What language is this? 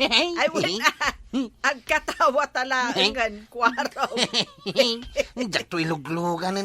Iloko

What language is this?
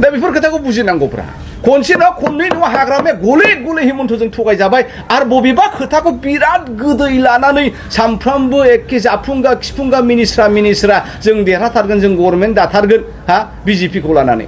Bodo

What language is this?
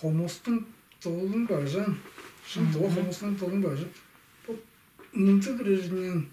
Tuvinian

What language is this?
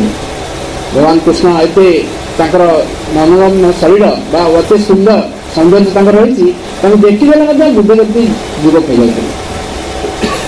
Odia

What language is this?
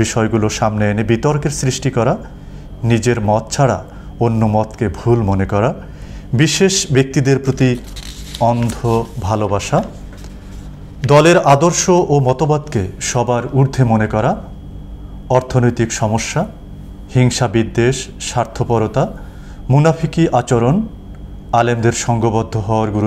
Bangla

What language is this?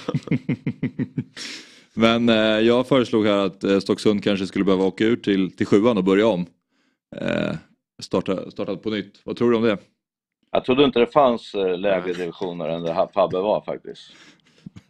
Swedish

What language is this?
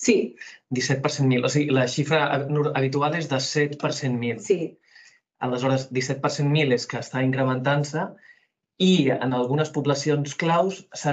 Catalan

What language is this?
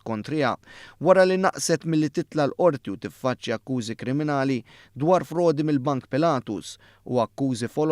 Maltese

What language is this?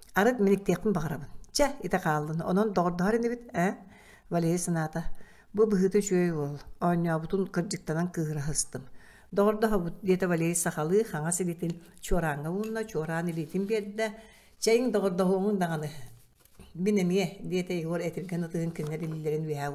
Yakut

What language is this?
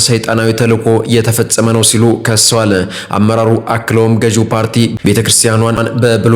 Amharic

